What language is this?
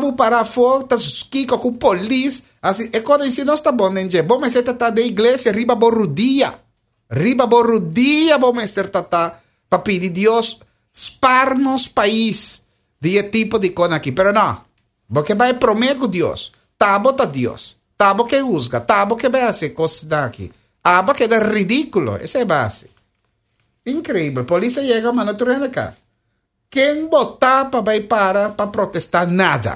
Papiamento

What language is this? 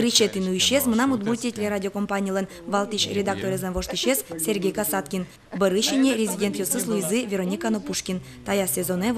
Udmurt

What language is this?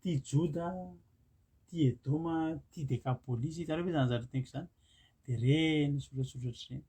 Malagasy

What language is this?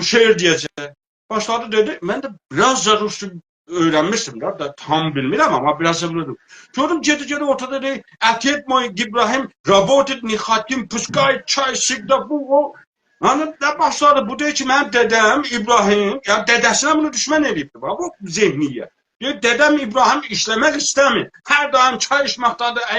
South Azerbaijani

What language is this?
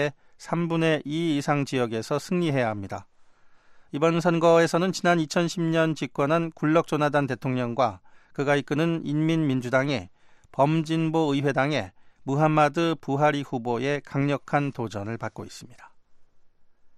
Korean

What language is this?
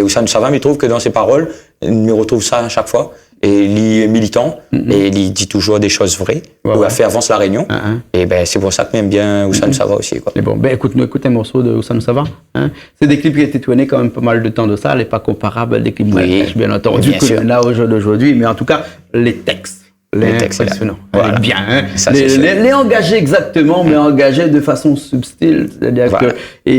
Réunion Creole French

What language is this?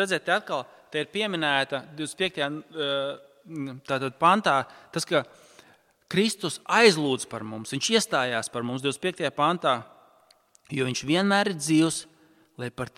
Latvian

